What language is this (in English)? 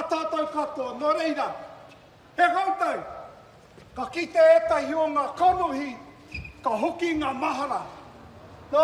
Māori